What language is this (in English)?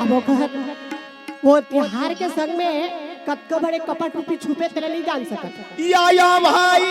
Chhattisgarhi